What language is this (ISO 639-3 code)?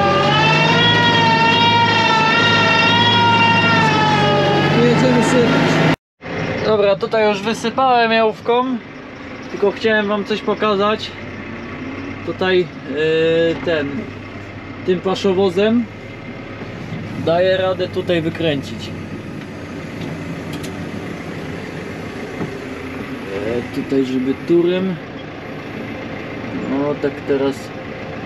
pol